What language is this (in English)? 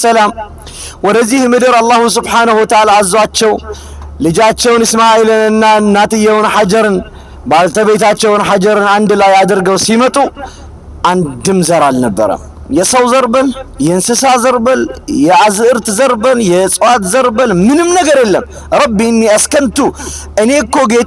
Amharic